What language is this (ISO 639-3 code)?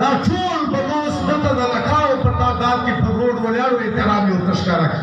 pus